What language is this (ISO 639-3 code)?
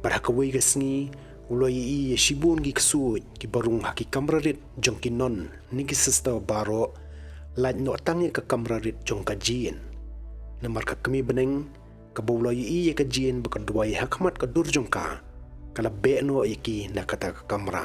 kha